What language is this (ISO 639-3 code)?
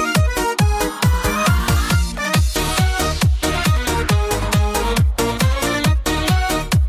kaz